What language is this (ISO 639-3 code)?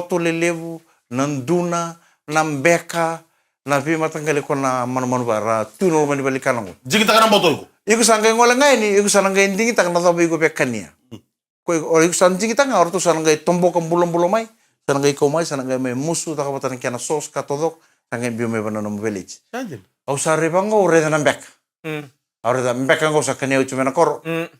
fij